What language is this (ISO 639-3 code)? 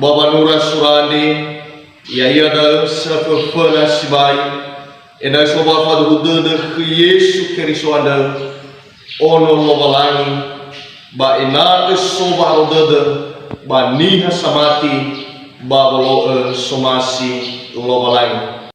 nia